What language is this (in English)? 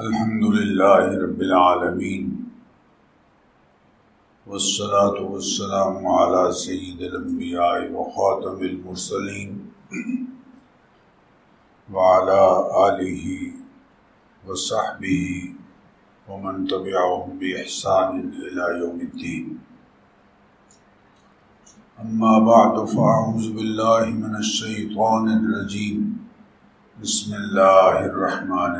Urdu